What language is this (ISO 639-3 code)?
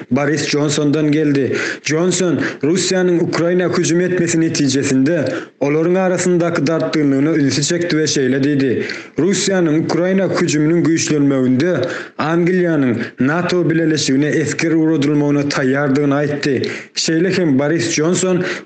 tuk